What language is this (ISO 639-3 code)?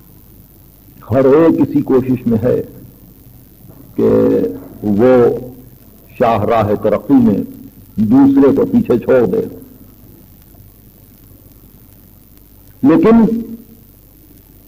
urd